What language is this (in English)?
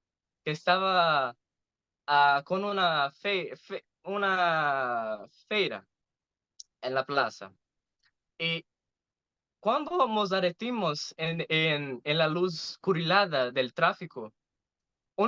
Ladino